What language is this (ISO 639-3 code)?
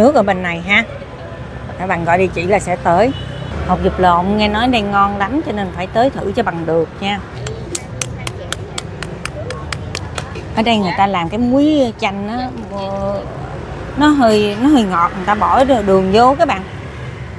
vie